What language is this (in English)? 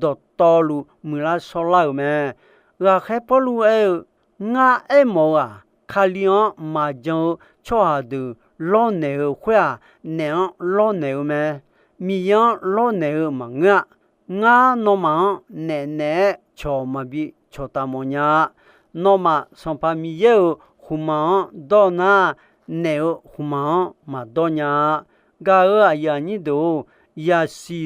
Akha